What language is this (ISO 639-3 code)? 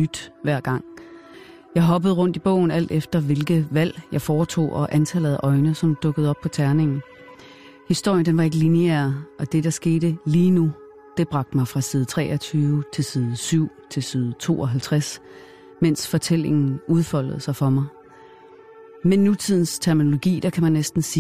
dan